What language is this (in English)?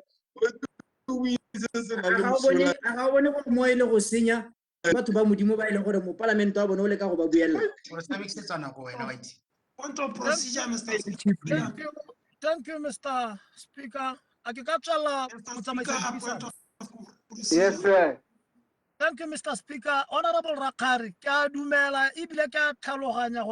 Tswana